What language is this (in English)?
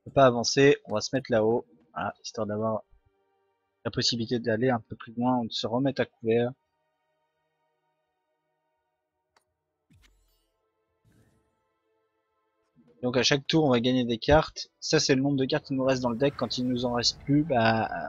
French